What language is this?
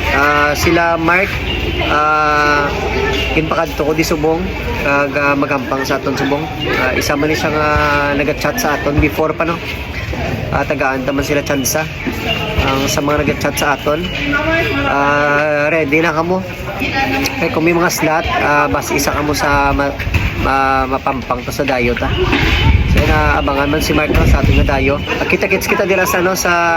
Hiligaynon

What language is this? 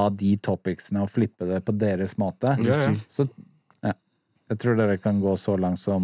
Norwegian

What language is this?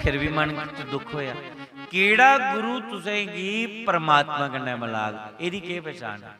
Dogri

